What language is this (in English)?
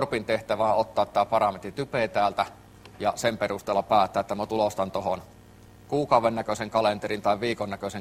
Finnish